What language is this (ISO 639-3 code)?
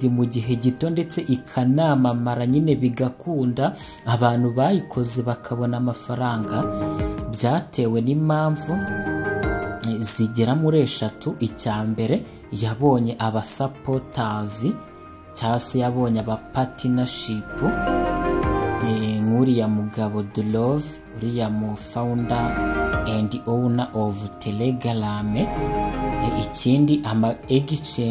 kin